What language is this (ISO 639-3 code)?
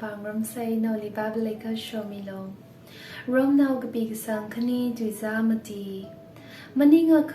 nmf